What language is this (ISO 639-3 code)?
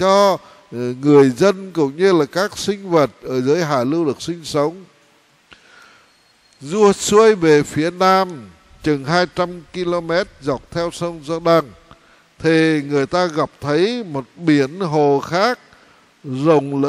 vie